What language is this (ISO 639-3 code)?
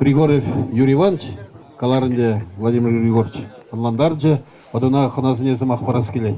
chv